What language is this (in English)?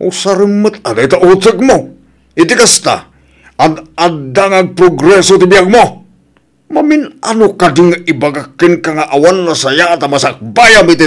Iloko